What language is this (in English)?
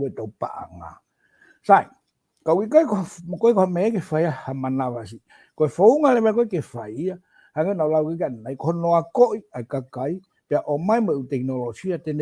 Tongan